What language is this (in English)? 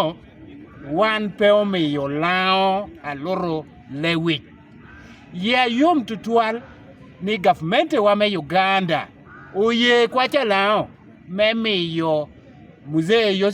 Lango (Uganda)